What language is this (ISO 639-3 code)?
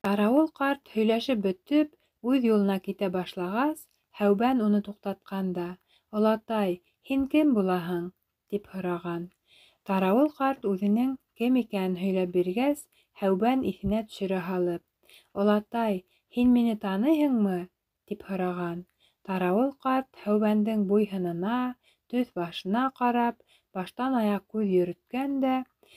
bak